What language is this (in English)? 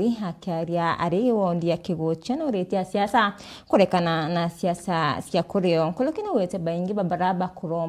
Meru